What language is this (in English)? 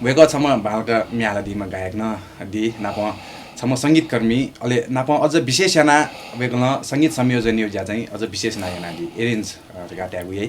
Newari